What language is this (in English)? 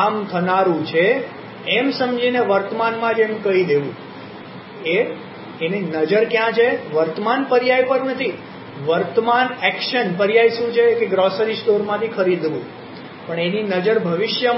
Gujarati